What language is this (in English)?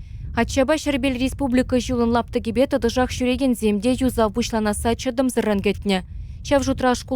Chuvash